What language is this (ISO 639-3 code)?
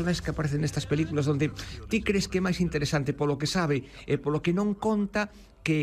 glg